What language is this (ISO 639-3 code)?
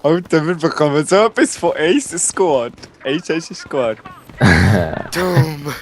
gsw